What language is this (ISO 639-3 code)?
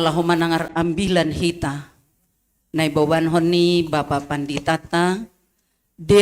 bts